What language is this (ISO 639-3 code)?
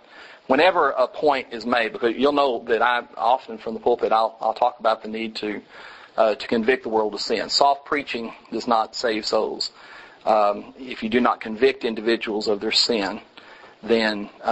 eng